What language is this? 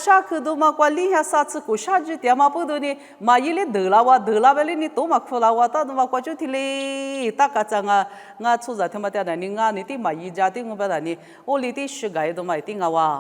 Lisu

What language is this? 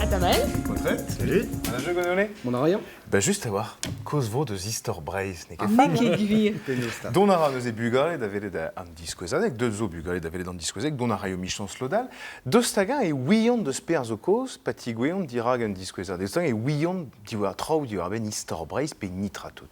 Breton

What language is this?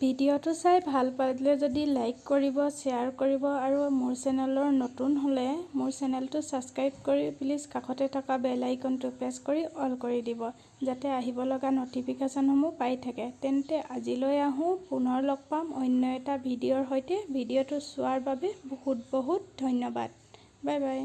Assamese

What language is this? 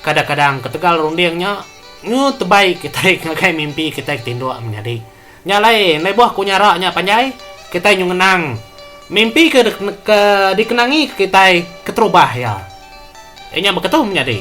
Iban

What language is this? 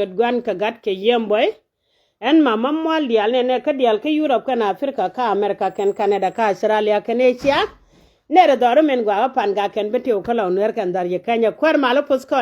Nuer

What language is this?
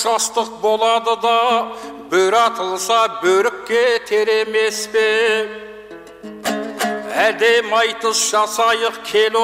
Kazakh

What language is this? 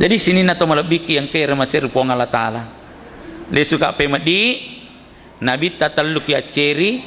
Buginese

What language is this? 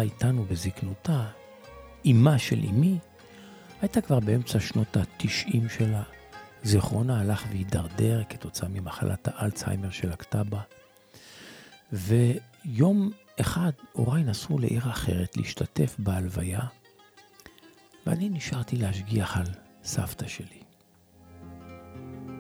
Hebrew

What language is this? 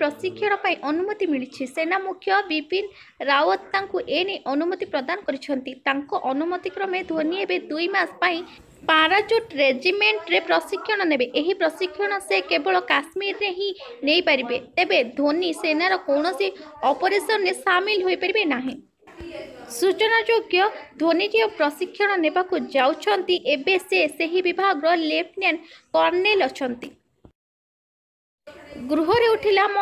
Odia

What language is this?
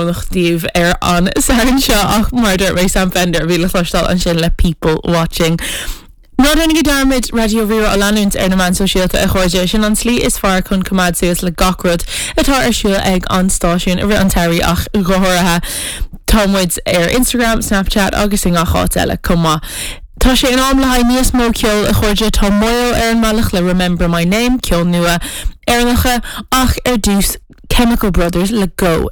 Irish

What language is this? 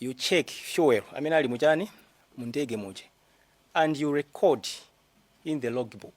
Nyanja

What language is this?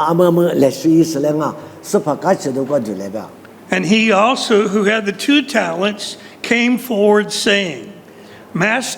Lisu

